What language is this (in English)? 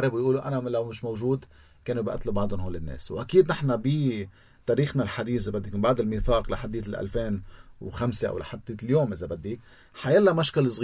North Levantine Arabic